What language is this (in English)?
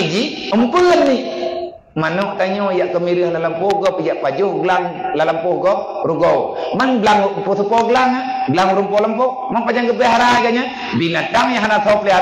Achinese